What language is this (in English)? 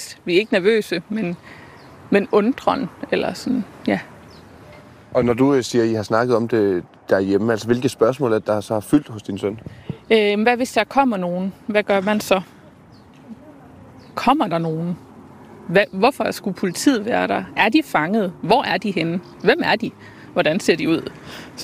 Danish